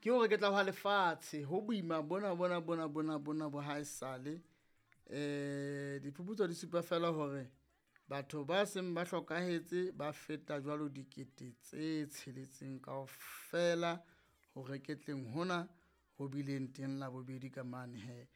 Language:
Southern Sotho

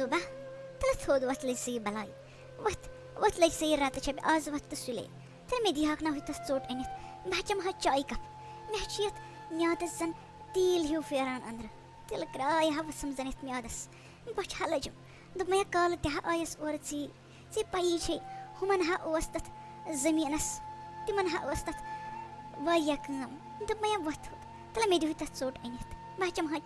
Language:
Kashmiri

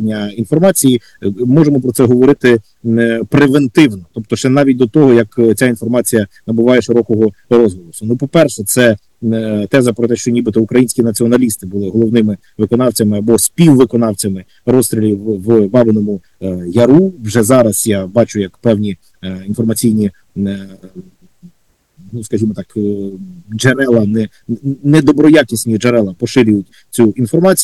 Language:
Ukrainian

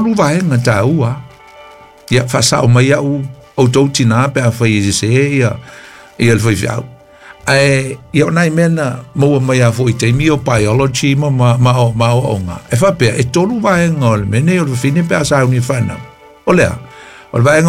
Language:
Samoan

